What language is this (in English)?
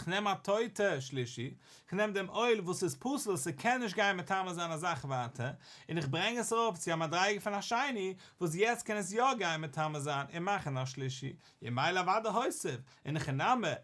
Yiddish